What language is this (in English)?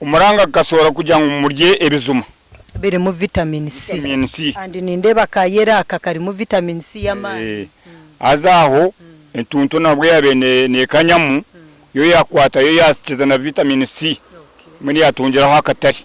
Nyankole